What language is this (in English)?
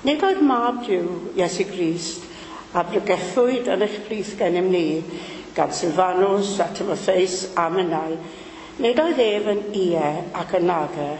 Welsh